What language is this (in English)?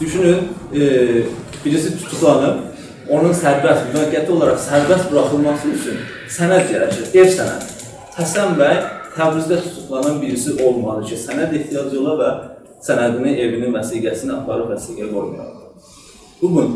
South Azerbaijani